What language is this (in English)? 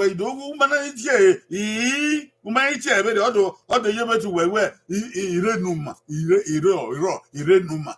Bini